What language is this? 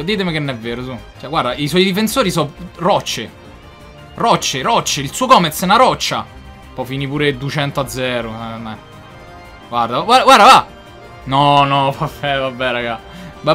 Italian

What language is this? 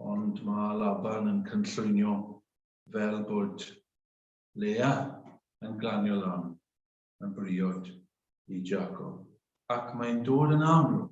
Welsh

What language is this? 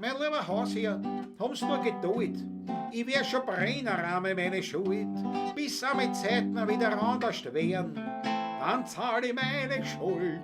Bavarian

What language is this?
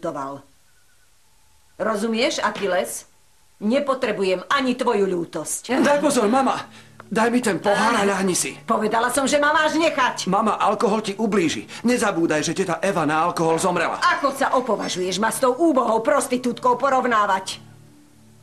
Slovak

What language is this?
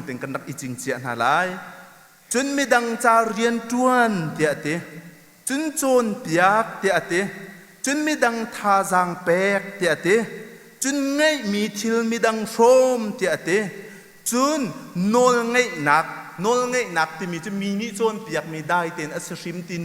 Hakha Chin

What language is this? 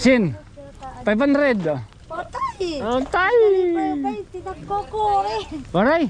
Waray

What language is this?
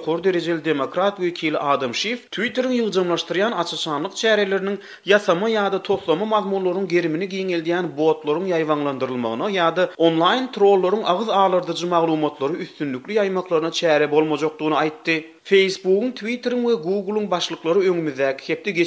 Turkmen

